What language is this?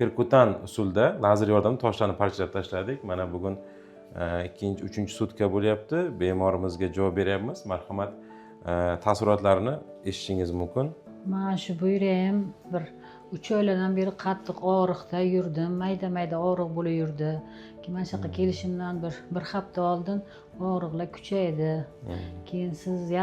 Uzbek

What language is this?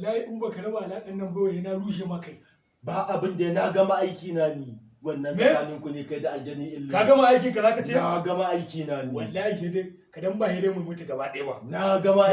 Hausa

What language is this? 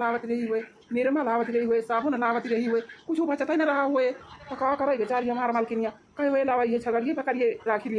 Awadhi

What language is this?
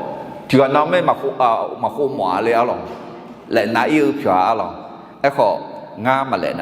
Akha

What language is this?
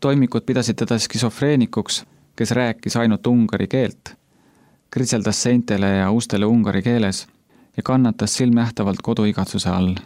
Estonian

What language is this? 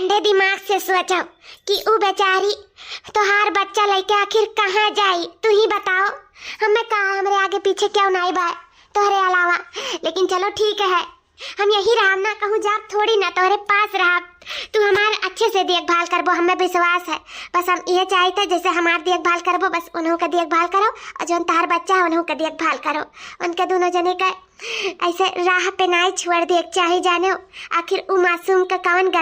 Awadhi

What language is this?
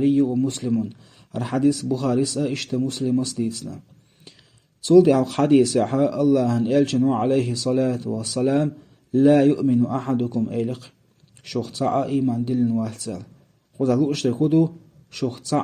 Chechen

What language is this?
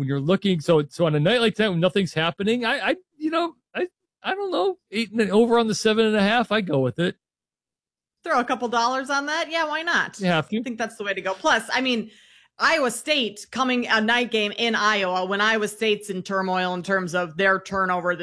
English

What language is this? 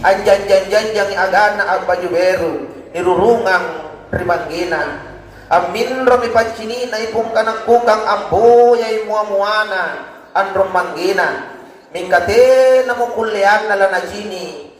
Makasar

